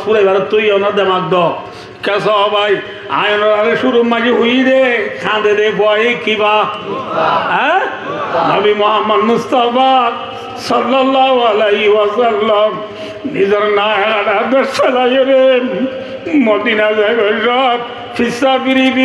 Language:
Rohingya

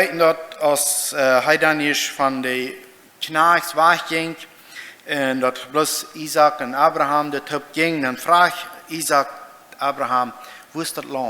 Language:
Plautdietsch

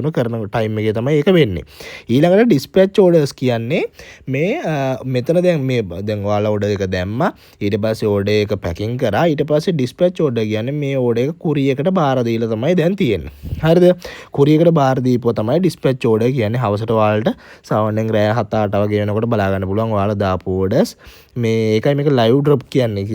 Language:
Sinhala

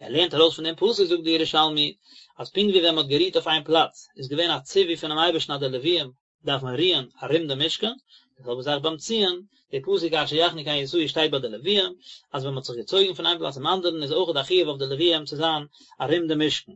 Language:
Yiddish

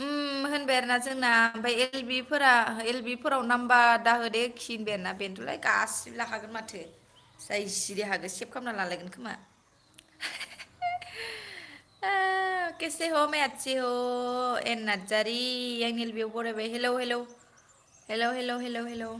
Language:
Bodo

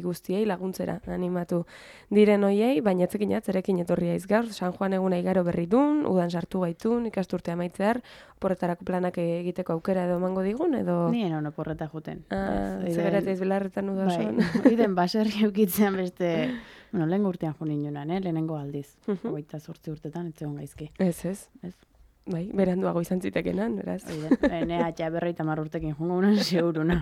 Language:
Basque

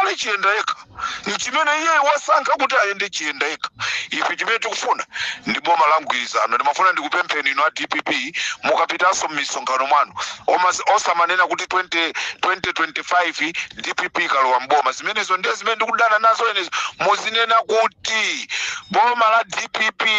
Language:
Nyanja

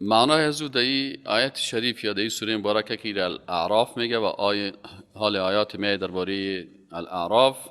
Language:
Persian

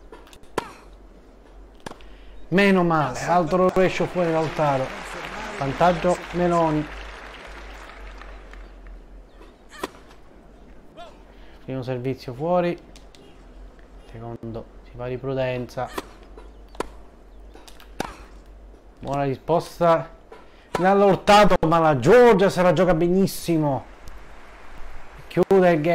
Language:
Italian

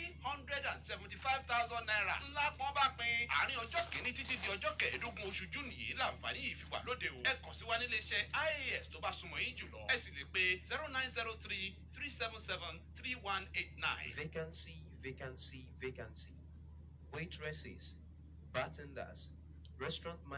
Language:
Yoruba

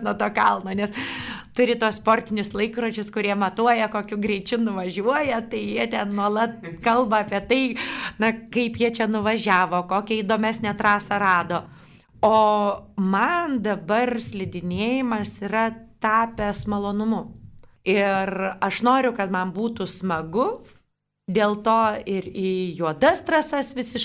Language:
Lithuanian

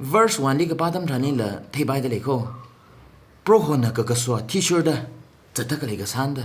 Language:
Tangkhul Naga (India)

